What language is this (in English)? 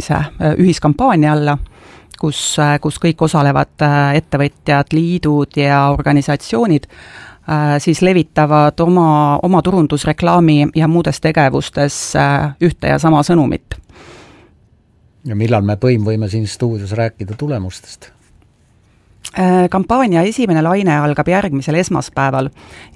Estonian